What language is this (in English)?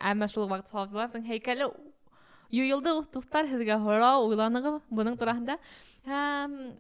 Bashkir